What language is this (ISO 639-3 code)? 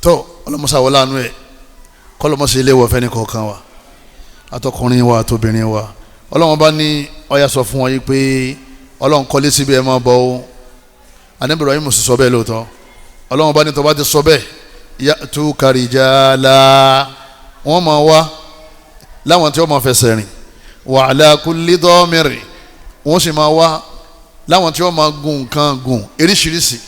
yor